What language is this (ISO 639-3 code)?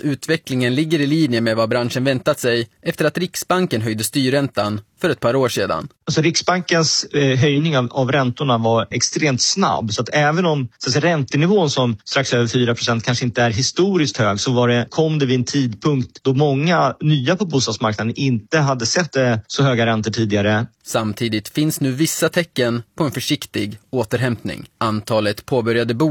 swe